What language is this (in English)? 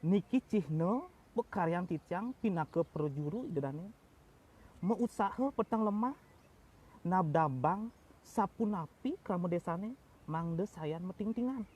Balinese